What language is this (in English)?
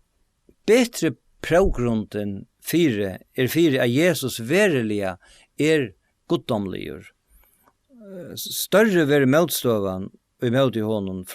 Faroese